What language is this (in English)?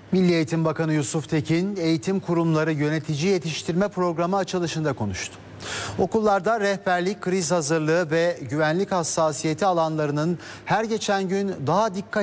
Turkish